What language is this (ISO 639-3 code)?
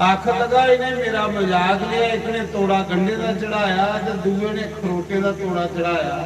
doi